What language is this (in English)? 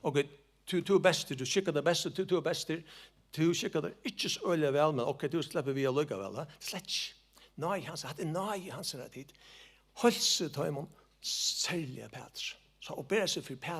Faroese